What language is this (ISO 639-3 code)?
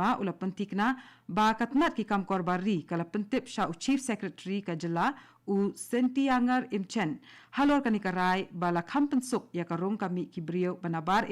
kha